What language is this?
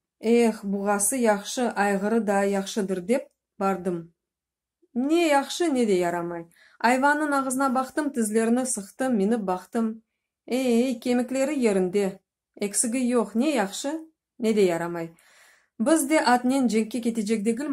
Crimean Tatar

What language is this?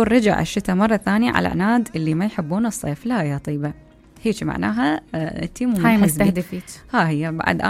Mesopotamian Arabic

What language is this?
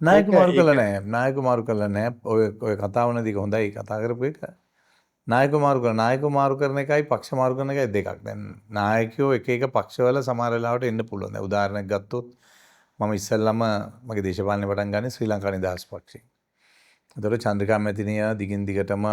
Sinhala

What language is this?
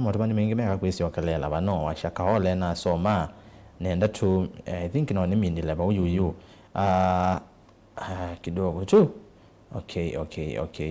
Kamba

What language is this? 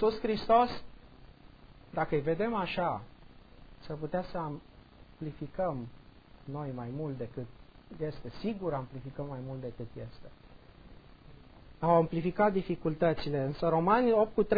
Romanian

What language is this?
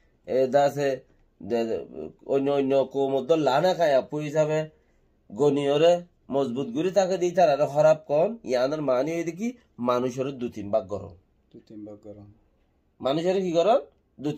Rohingya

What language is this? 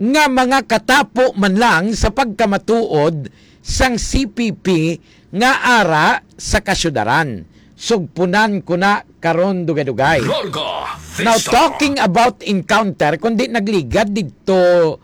Hiligaynon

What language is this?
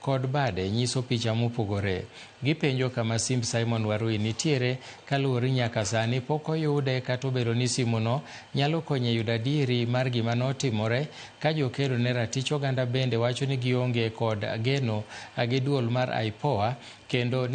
Luo (Kenya and Tanzania)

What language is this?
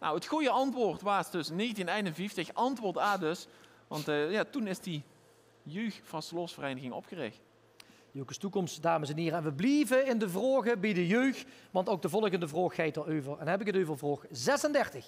Limburgish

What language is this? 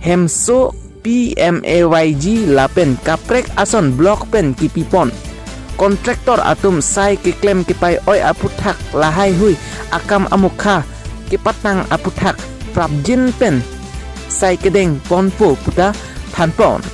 Karbi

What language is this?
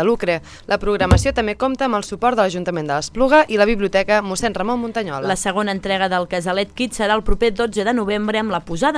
Catalan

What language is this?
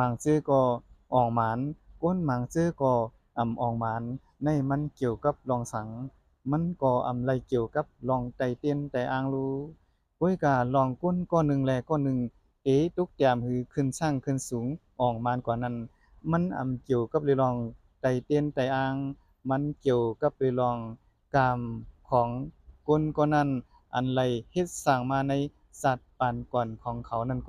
Shan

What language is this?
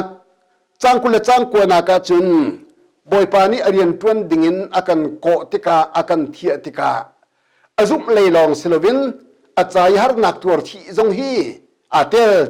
Hakha Chin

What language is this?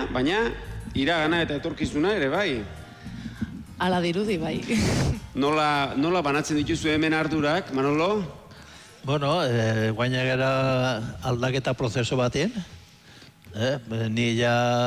Basque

